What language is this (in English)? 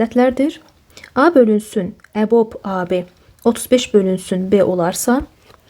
Azerbaijani